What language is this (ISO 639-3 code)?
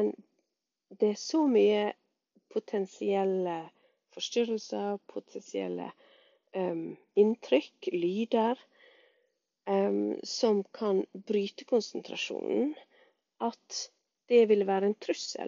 nor